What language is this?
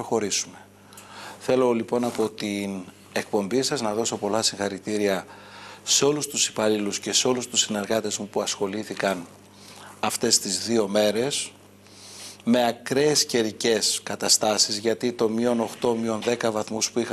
Greek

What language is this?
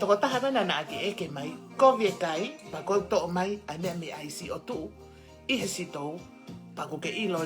Tongan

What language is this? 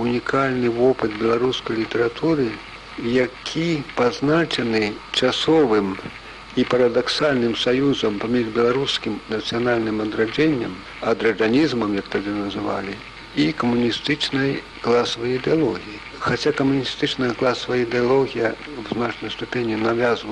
Belarusian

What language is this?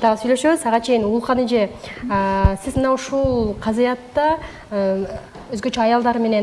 Kyrgyz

